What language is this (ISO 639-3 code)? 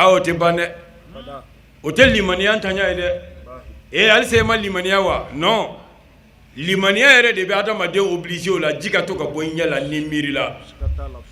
bam